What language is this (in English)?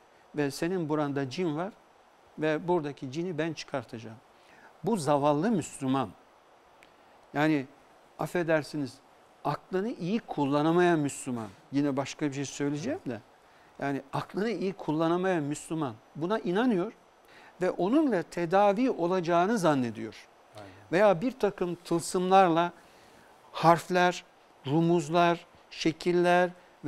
Turkish